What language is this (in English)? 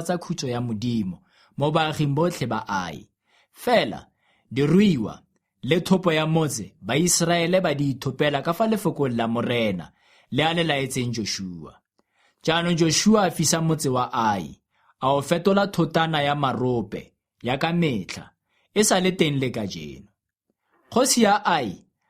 Tswana